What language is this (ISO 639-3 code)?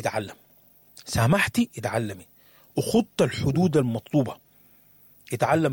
apd